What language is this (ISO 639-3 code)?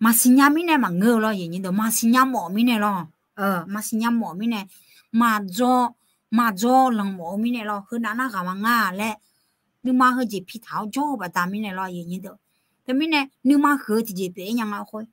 ahk